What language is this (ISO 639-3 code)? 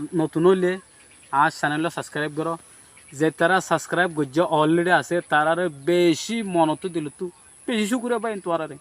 rhg